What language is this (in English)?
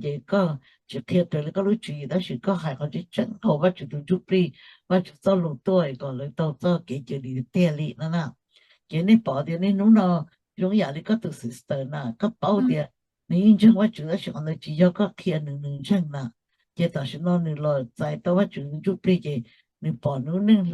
Hmong